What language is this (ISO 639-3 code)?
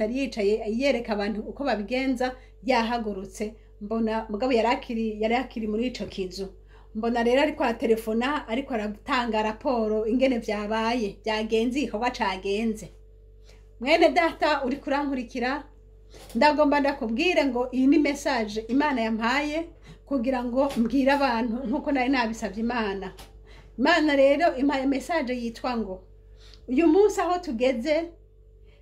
run